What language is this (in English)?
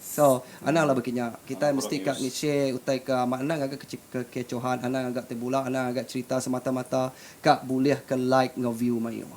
Iban